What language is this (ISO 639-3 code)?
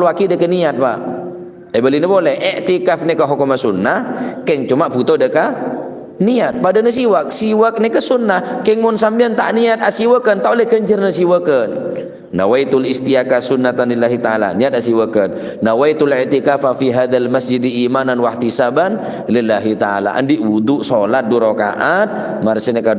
mad